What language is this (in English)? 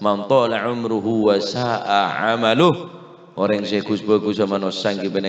Madurese